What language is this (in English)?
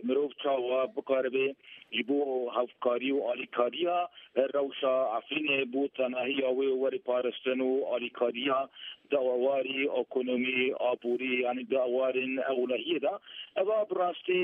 Kurdish